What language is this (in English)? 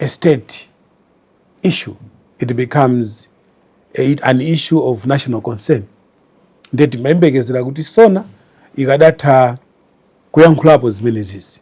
Nyanja